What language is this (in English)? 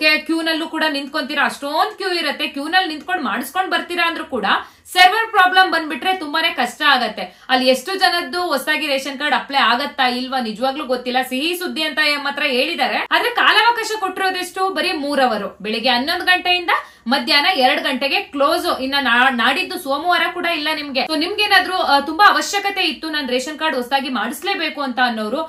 Kannada